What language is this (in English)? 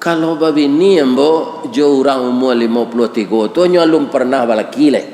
Minangkabau